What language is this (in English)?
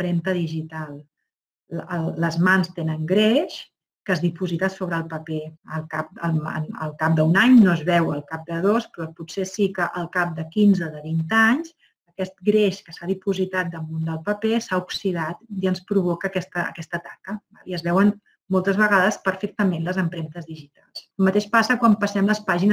Catalan